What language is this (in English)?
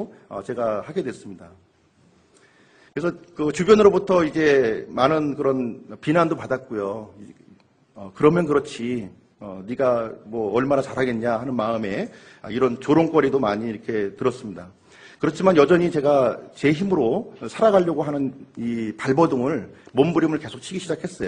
Korean